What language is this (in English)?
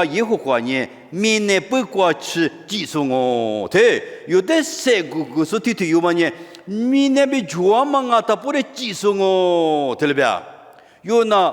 Lisu